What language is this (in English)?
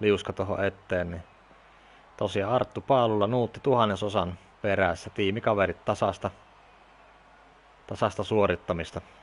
Finnish